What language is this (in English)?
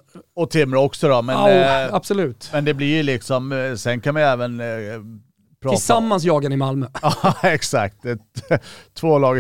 Swedish